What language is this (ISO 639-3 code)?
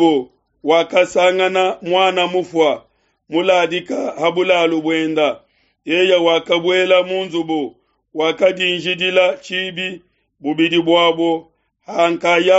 lua